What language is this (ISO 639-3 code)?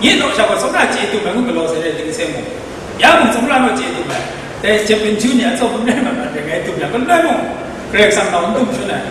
kac